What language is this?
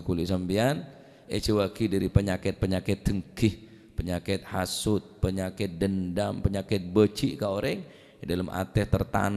Madurese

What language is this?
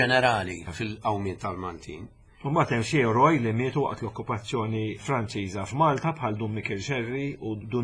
Maltese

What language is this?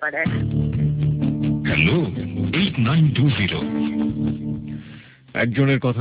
Bangla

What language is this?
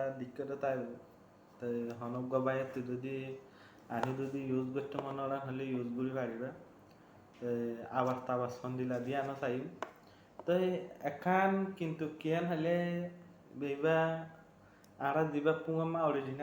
Rohingya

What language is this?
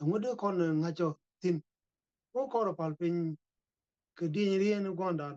Nuer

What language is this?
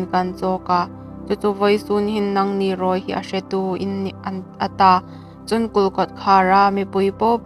Hmar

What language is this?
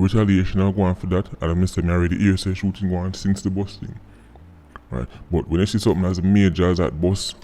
Jamaican Creole English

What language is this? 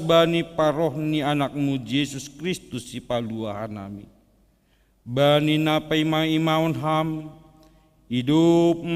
Batak Simalungun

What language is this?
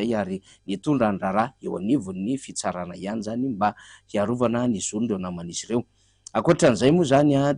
Malagasy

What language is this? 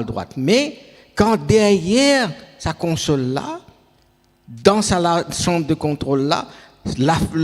Morisyen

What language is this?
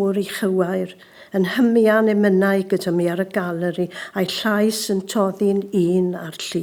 Welsh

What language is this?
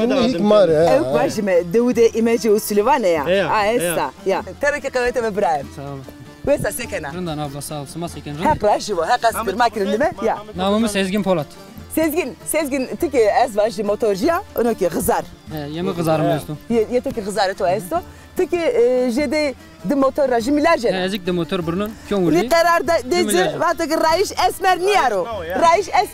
Zaza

